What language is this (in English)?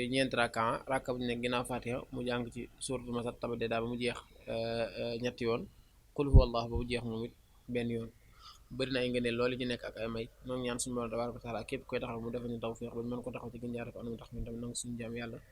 Wolof